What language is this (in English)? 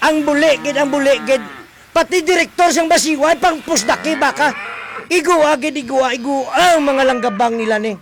Hiligaynon